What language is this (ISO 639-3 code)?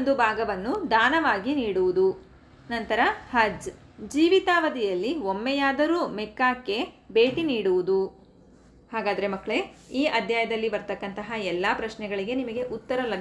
kan